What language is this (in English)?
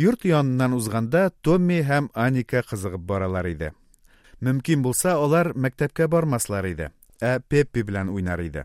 Tatar